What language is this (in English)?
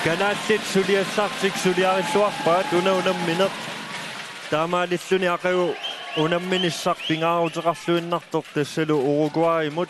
Kalaallisut